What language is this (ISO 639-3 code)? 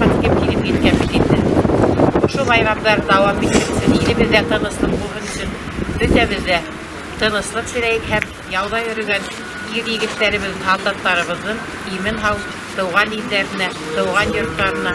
bak